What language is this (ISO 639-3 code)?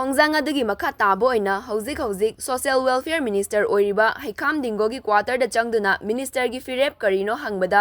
mni